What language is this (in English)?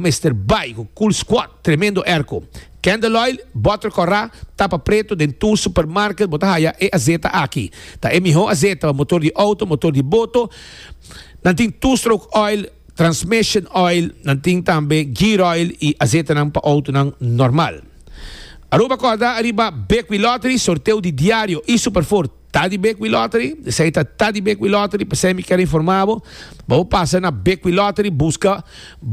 Papiamento